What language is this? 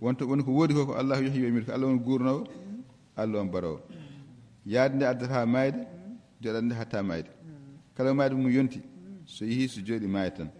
Fula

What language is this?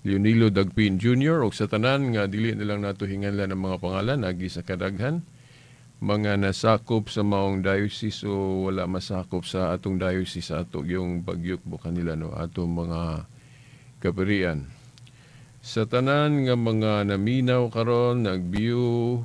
Cebuano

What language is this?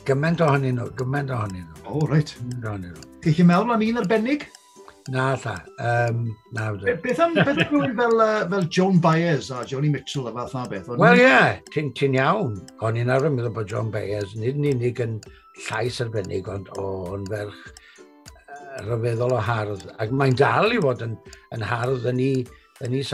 Welsh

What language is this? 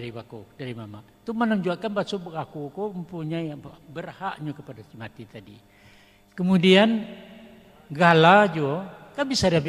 Minangkabau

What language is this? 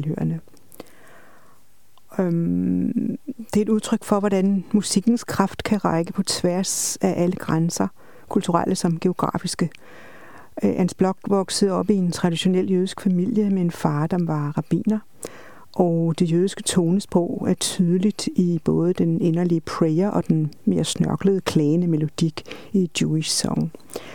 Danish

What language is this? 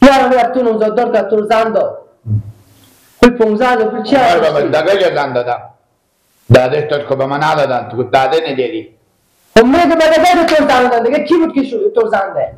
Persian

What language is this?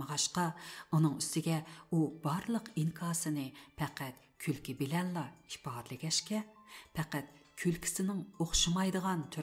Uyghur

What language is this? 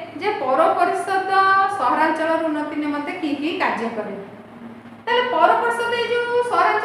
Odia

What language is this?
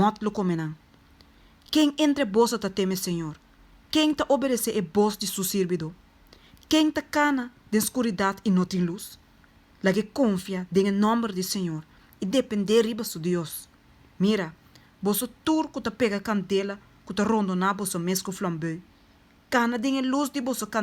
Papiamento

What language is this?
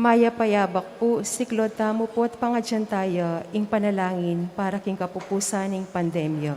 Pampanga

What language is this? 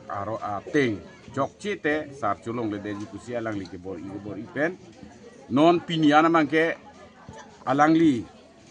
Karbi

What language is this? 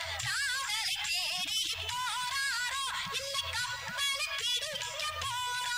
Tamil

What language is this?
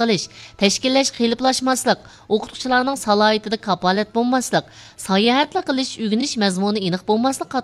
Uyghur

